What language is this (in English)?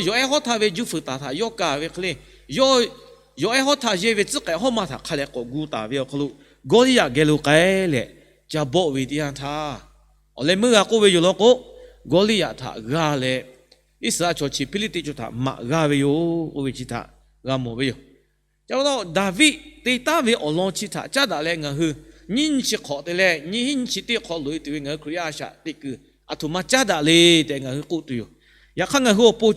Lahu